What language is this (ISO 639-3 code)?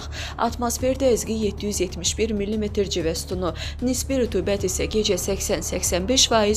aze